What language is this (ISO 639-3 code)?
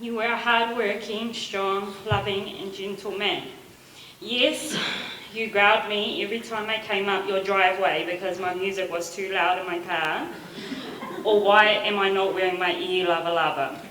smo